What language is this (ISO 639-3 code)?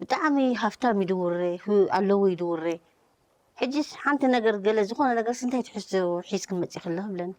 tir